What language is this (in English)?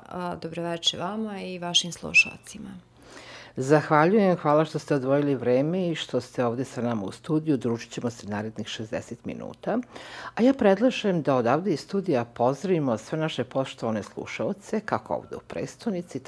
Serbian